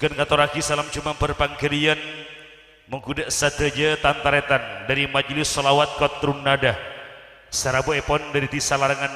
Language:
Madurese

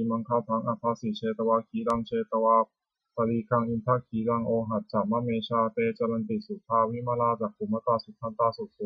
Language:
Pali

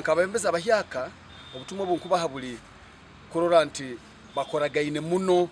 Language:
Nyankole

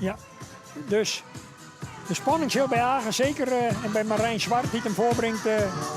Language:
Western Frisian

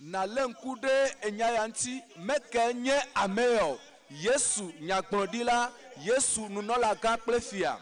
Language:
Ewe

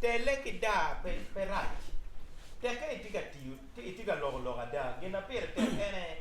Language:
Acoli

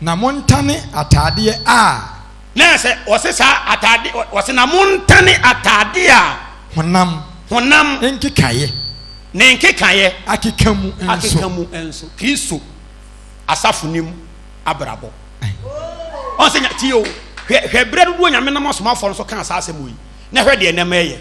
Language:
Akan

